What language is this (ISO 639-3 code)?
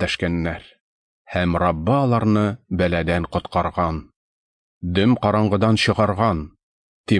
tat